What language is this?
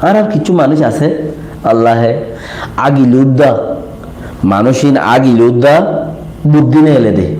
Rohingya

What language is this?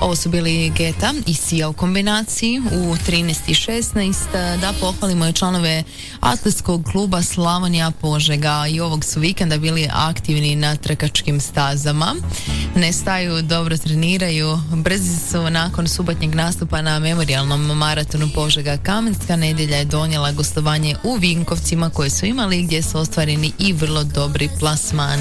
Croatian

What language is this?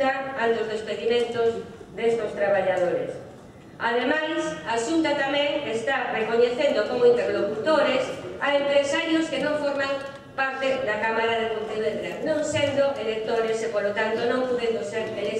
Galician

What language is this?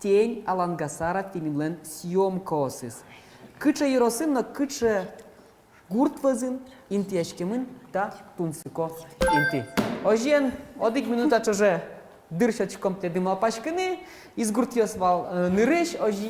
Udmurt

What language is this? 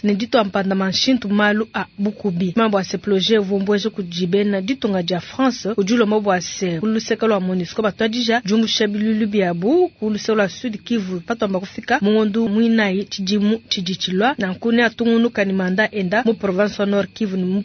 Luba-Lulua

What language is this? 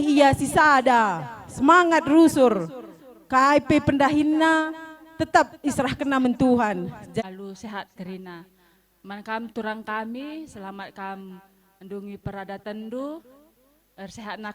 Batak Karo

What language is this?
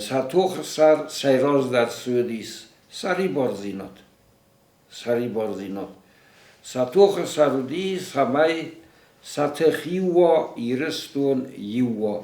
Ossetic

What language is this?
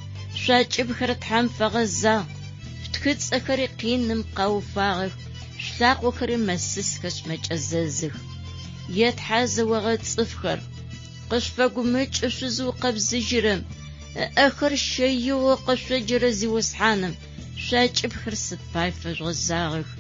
Adyghe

